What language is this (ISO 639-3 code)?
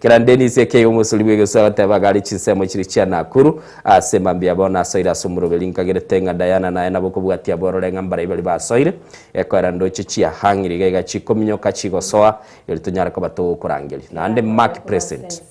guz